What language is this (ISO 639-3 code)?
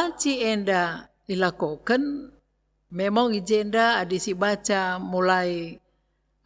btx